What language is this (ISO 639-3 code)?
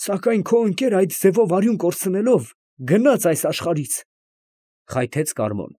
hye